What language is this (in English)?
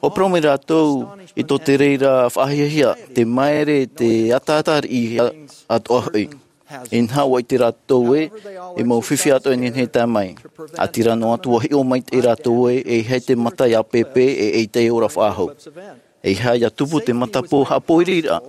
Tahitian